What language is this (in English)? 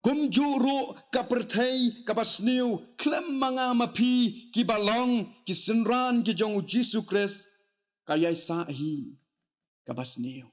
Khasi